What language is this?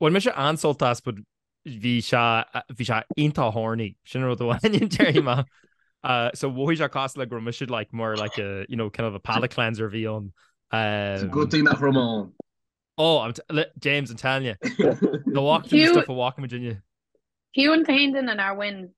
Irish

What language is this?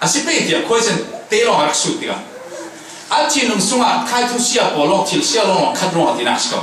Falam Chin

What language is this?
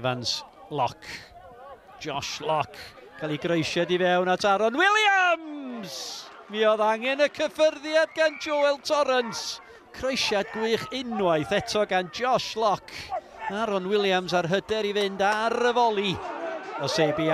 Welsh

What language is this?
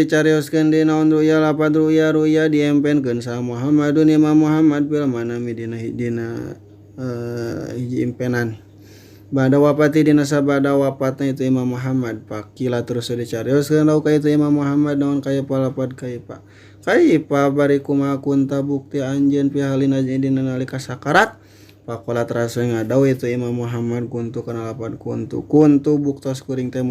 Sundanese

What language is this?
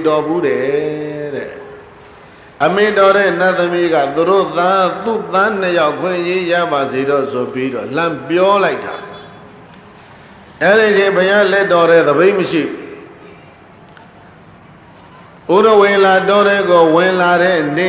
Burmese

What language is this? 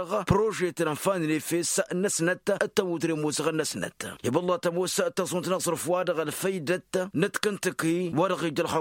Tamasheq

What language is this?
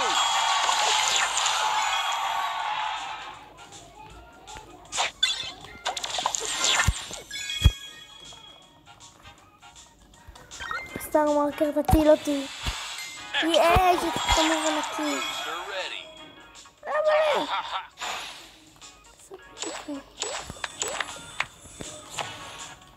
Hebrew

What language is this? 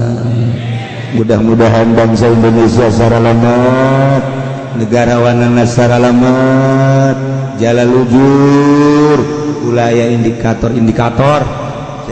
Sundanese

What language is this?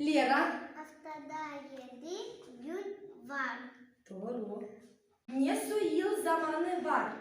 Gagauz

